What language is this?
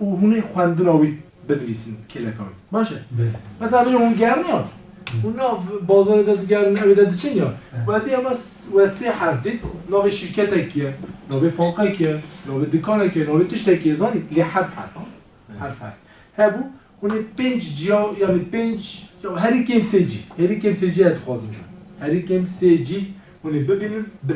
Kurdish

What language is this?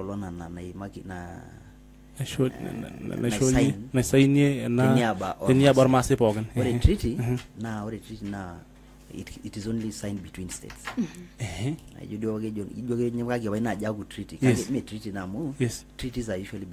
Masai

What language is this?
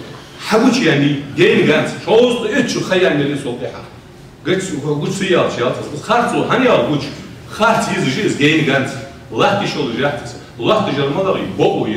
Ingush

